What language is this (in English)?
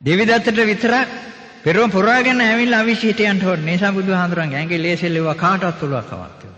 Sinhala